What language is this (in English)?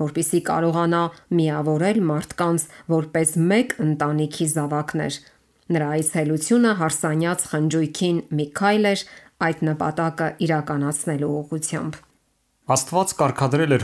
Armenian